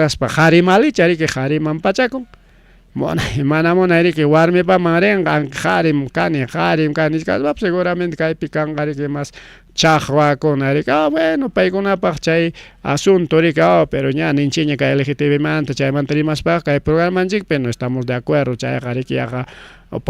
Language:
Ayacucho Quechua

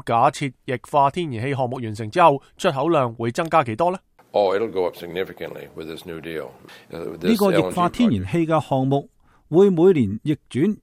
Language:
Cantonese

